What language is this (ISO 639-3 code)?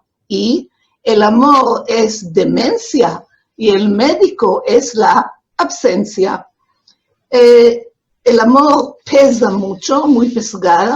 lad